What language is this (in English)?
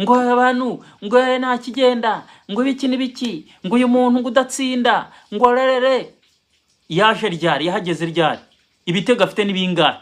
Kinyarwanda